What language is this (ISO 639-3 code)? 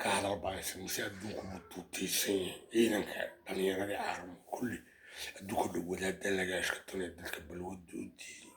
som